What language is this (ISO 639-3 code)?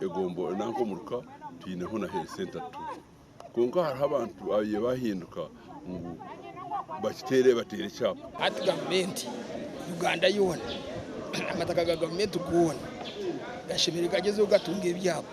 nyn